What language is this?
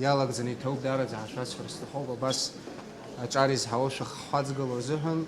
Abkhazian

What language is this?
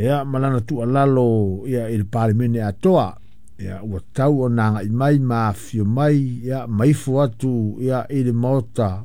Samoan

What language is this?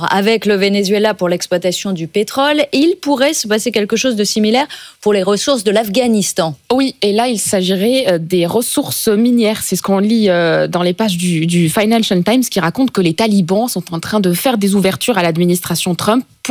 French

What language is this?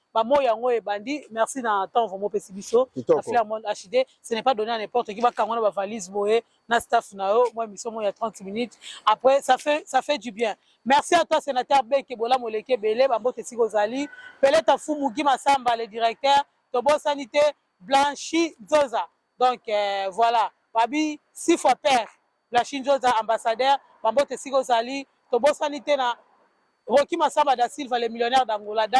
Lingala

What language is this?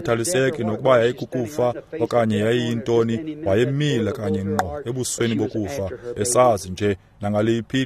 Xhosa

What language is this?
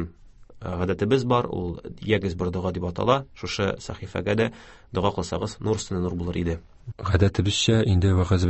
Tatar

